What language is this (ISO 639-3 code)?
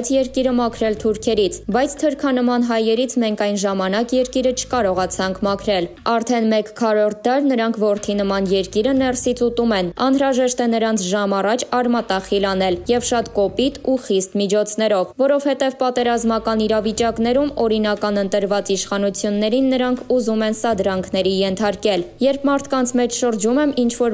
hye